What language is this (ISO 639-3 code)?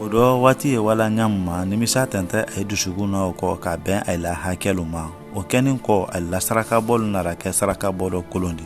man